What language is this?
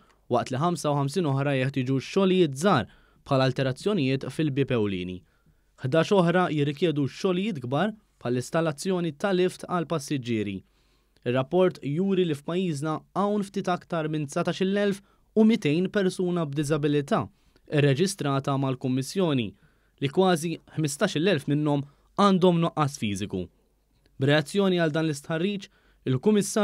Maltese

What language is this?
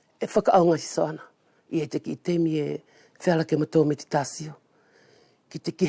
Wallisian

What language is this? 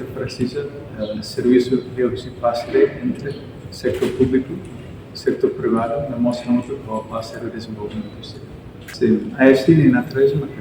Tetum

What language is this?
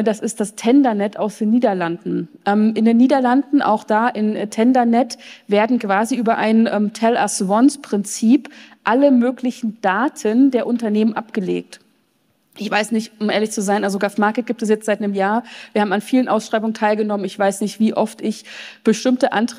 German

